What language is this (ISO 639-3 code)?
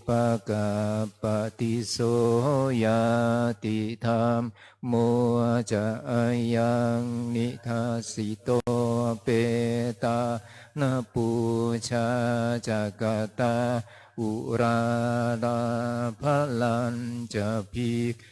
pli